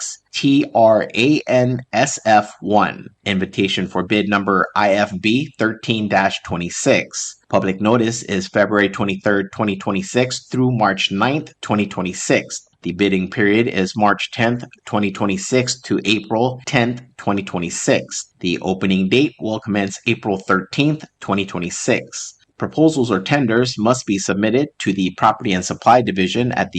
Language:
Palauan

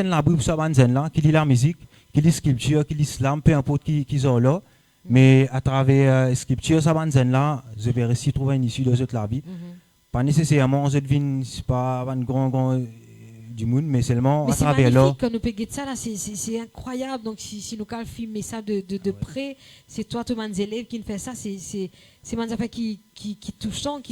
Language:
Morisyen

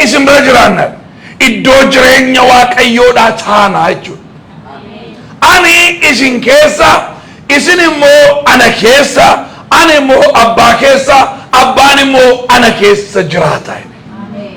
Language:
Oromo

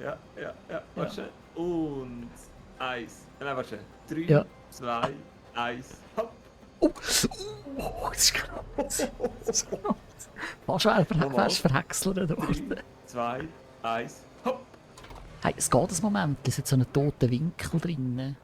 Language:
Swiss German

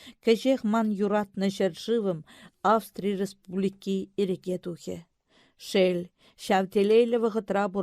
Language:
Chuvash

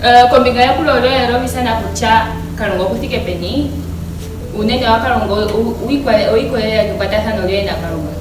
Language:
Ndonga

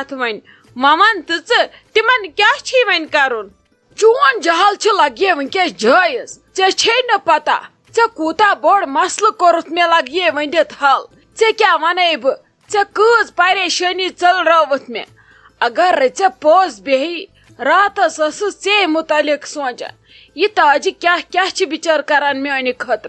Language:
Kashmiri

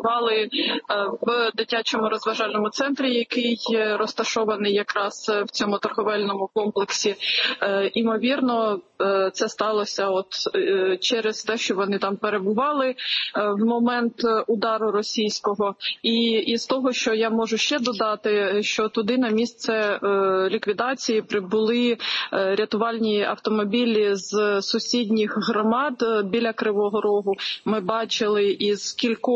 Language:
Ukrainian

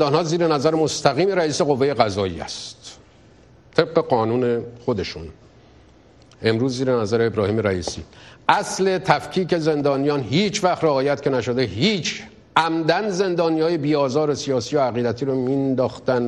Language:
Persian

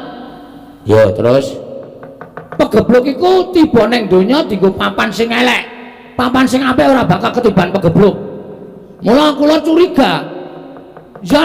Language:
Javanese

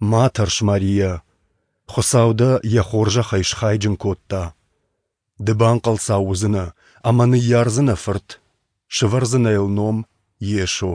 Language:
Ossetic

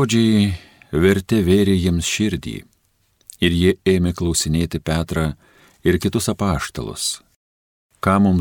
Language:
Lithuanian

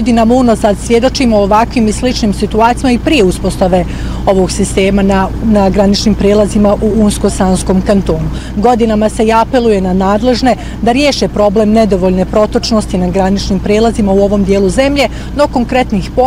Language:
Bosnian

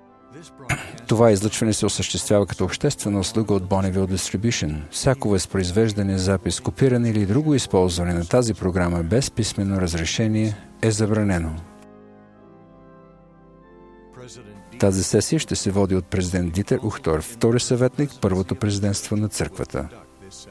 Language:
Bulgarian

